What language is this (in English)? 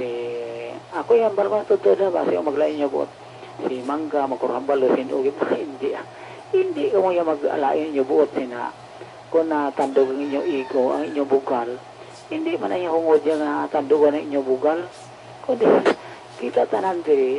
Hiligaynon